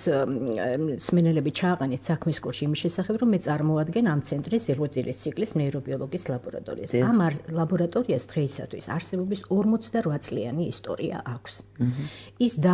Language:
Georgian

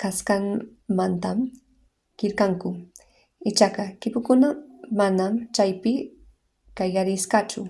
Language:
Quechua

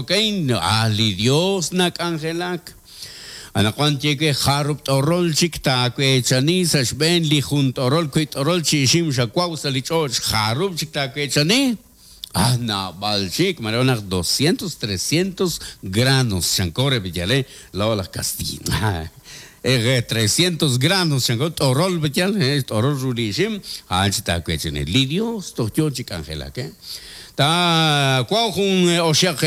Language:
Kekchí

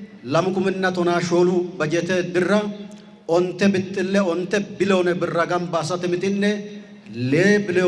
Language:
Sidamo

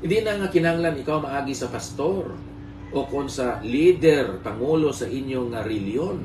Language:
Hiligaynon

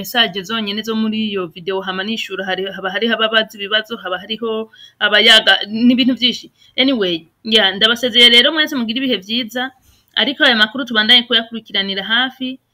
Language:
Rundi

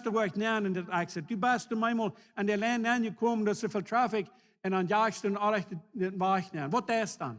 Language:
Plautdietsch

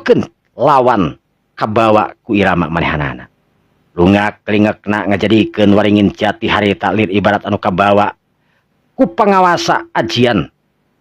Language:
Sundanese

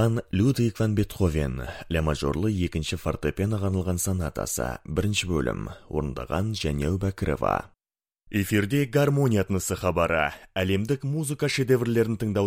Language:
Kazakh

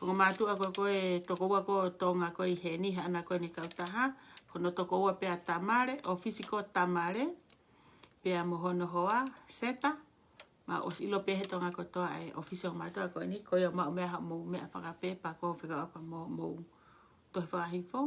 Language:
Tongan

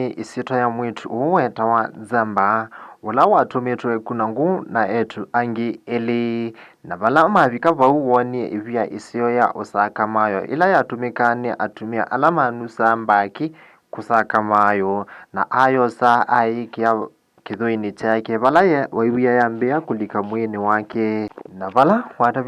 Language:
Kamba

